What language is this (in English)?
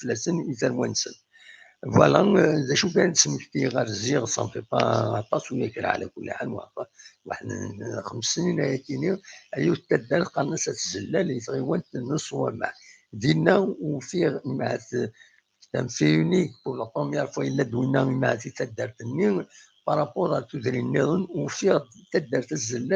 Kabyle